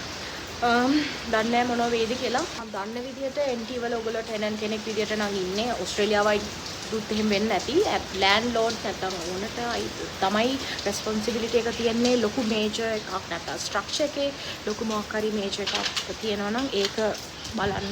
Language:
Sinhala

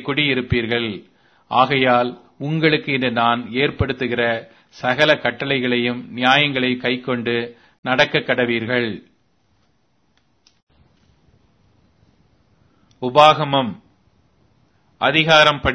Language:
Tamil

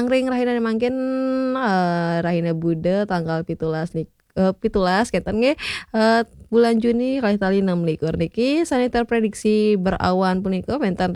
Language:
Balinese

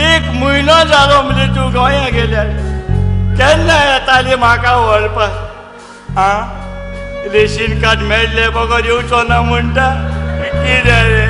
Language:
Konkani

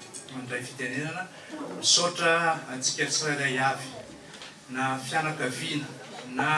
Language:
Malagasy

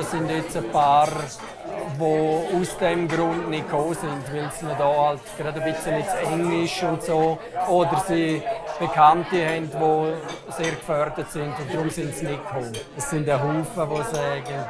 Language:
Romansh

